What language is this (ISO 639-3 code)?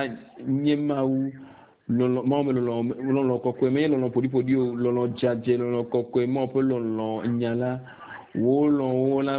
ewe